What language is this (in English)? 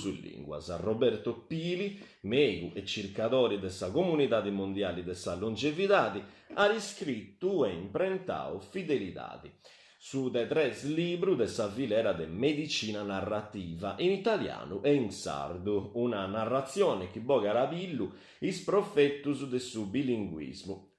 Sardinian